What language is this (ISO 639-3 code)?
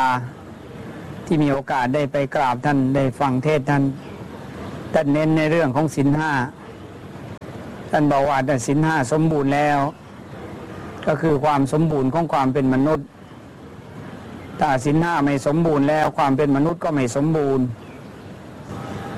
tha